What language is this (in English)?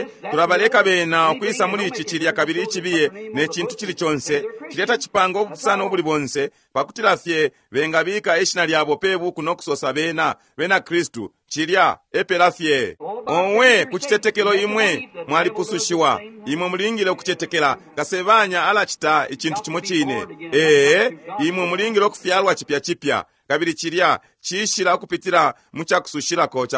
Bemba